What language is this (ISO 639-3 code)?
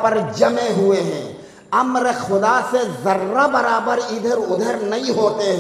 urd